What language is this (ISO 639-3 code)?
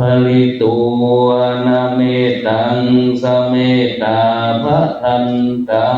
pli